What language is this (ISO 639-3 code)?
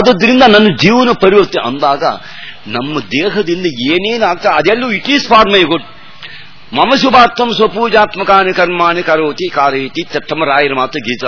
kan